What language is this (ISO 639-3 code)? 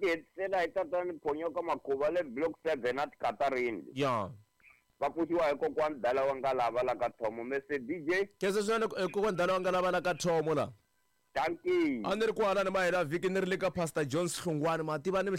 tso